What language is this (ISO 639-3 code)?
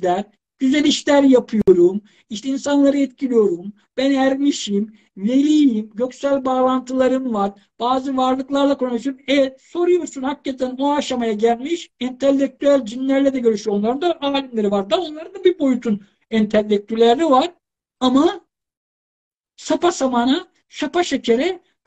tur